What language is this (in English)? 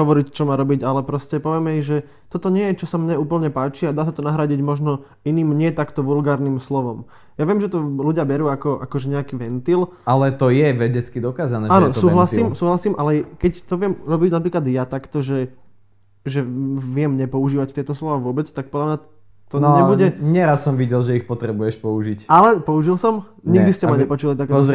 Slovak